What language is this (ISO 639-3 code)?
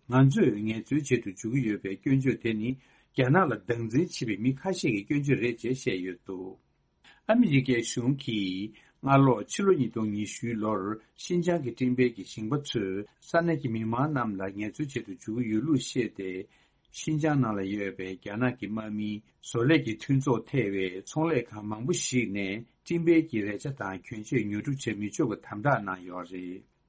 bod